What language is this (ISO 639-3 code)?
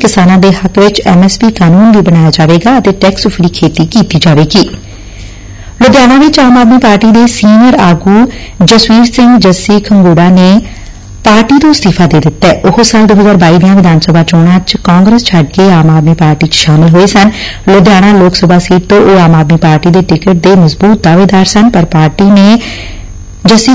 pan